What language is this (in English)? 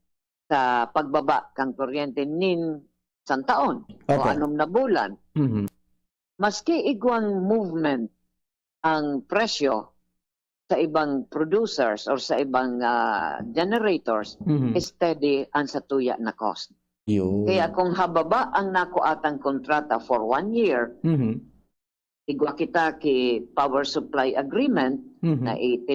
Bikol